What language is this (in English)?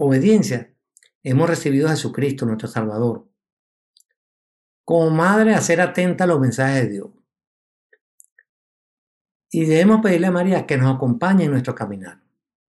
Spanish